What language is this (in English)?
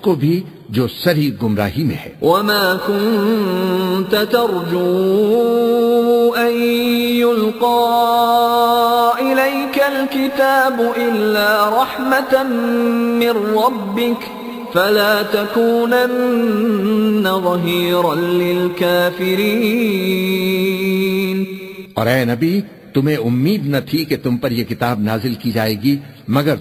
Urdu